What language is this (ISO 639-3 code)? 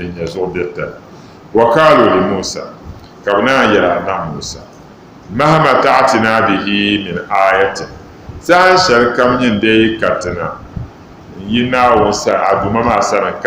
dag